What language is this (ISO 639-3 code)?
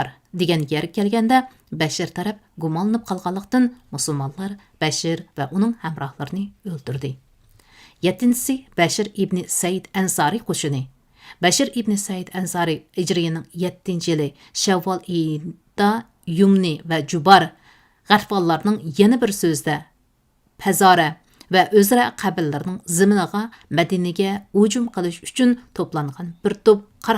uig